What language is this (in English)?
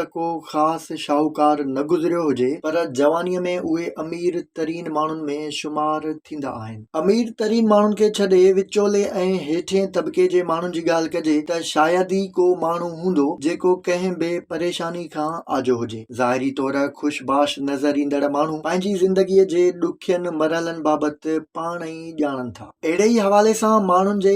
Sindhi